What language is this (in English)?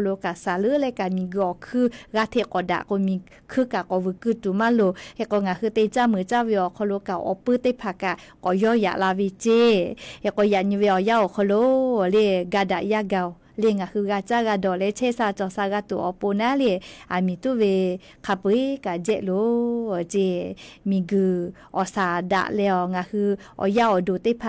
Lahu